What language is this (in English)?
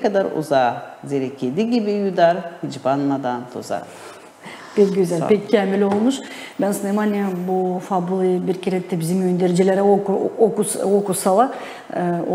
Gagauz